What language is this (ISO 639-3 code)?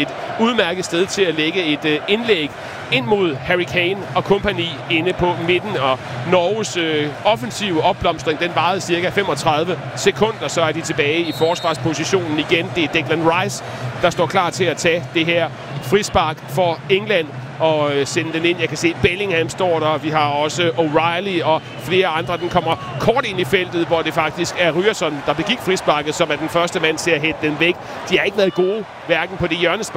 dan